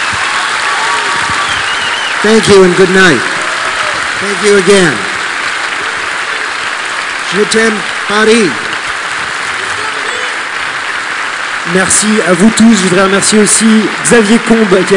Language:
French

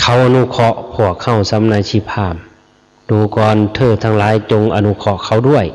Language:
Lao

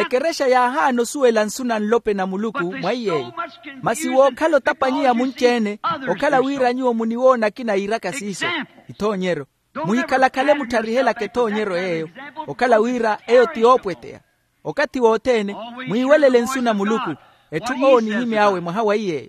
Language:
Makhuwa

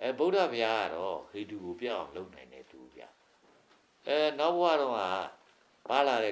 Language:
Burmese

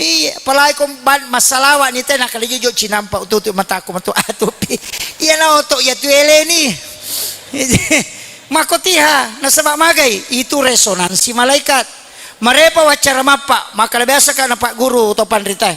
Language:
Buginese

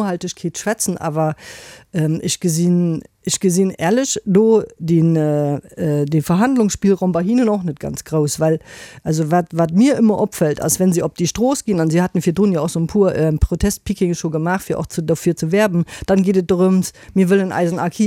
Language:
Luxembourgish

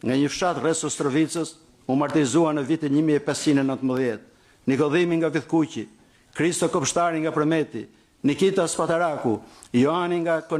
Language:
Albanian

